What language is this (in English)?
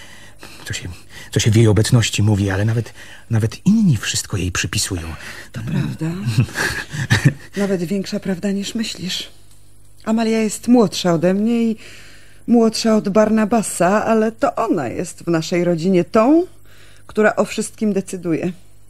Polish